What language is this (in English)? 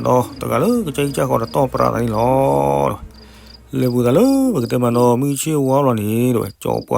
S'gaw Karen